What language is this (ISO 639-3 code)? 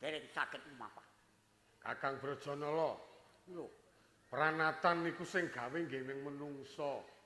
jav